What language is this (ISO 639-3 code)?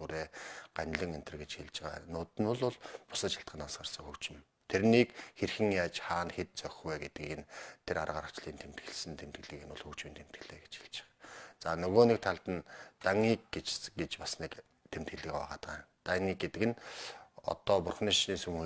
mon